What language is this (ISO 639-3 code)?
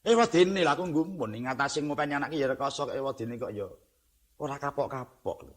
jav